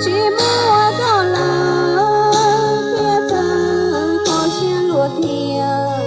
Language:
Hmong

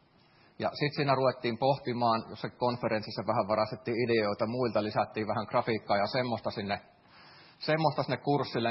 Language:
Finnish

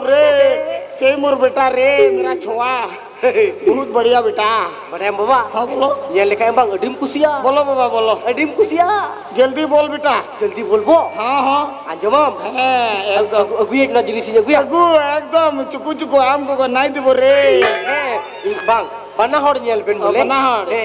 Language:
Santali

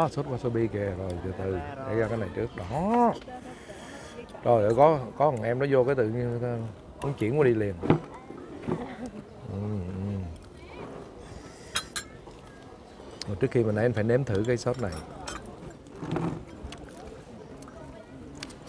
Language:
Vietnamese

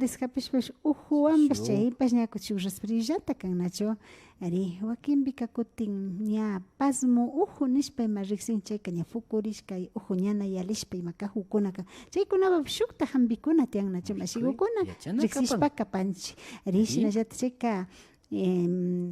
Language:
Imbabura Highland Quichua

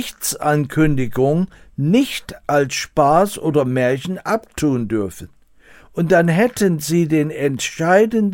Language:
German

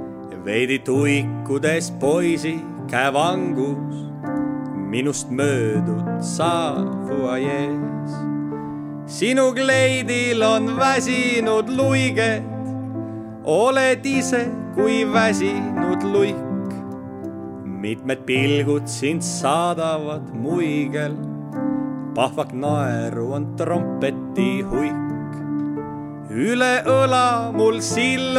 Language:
Estonian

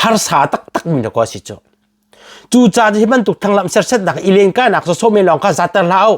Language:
Hakha Chin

